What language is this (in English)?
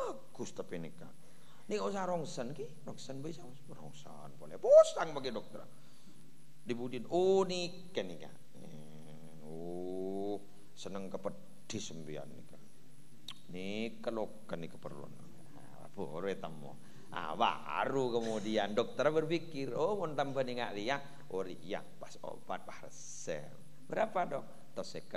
Madurese